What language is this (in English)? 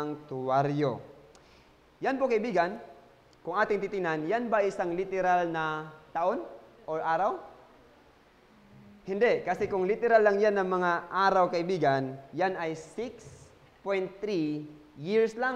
Filipino